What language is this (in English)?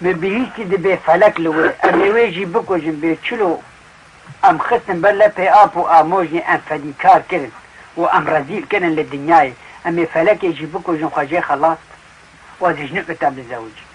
Kurdish